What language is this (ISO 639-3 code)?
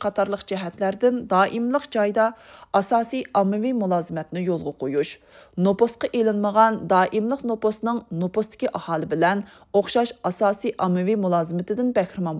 uig